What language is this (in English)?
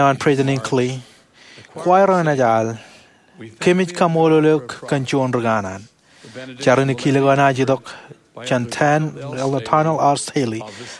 Marshallese